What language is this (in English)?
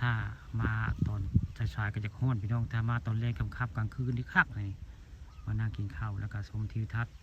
Northeastern Thai